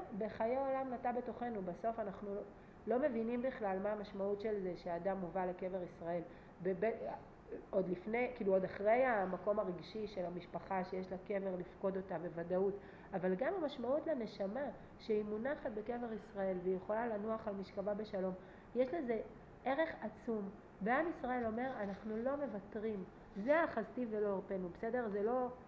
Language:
Hebrew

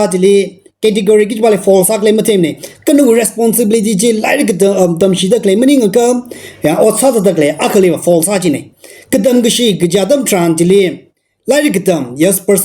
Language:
Tangkhul Naga (India)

